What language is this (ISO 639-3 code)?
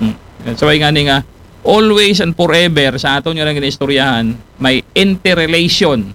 akl